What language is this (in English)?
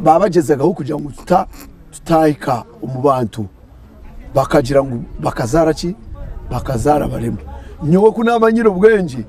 Nyankole